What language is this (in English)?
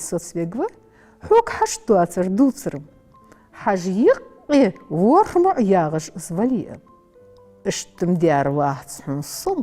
Ingush